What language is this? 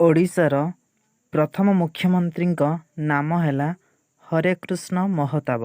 Odia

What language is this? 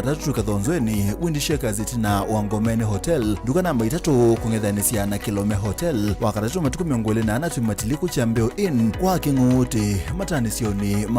Kamba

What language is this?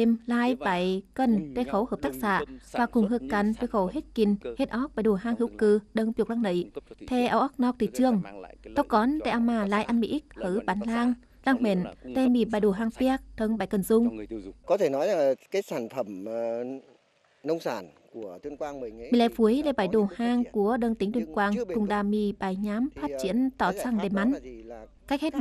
Tày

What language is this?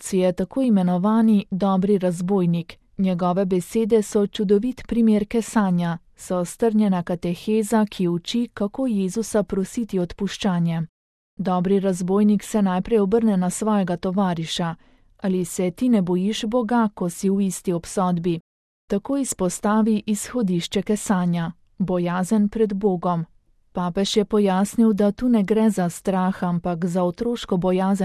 Slovenian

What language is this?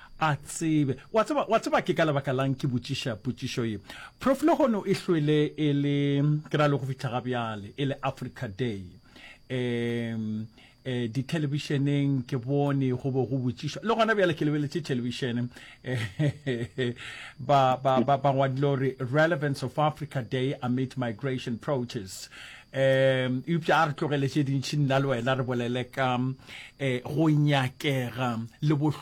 Northern Sotho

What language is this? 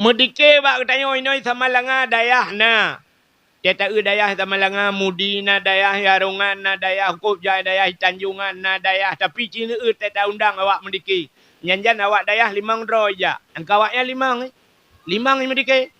Achinese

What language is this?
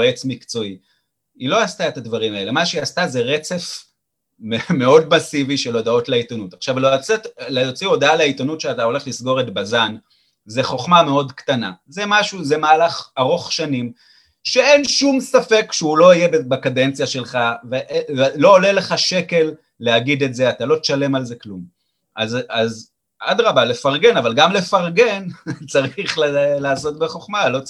Hebrew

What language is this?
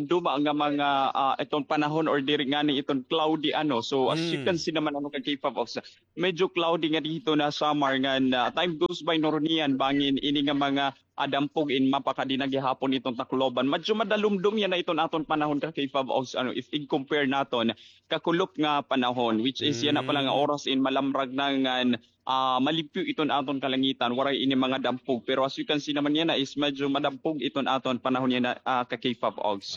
Waray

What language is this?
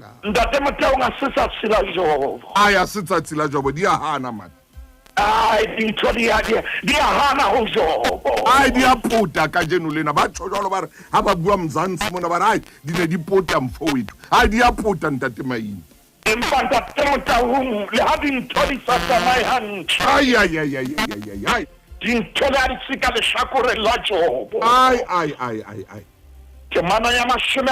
Southern Sotho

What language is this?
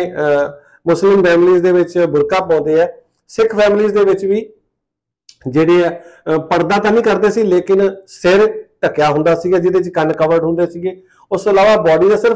Punjabi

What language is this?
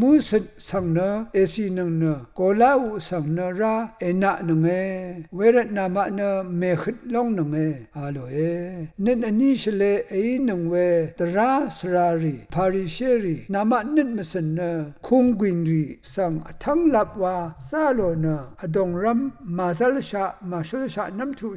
Rawang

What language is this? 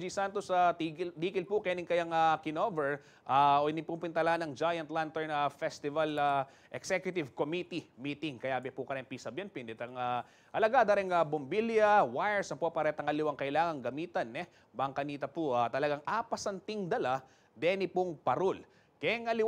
Pampanga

